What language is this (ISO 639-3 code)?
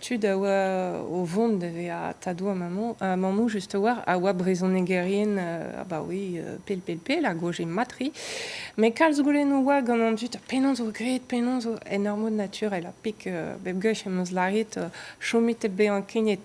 bre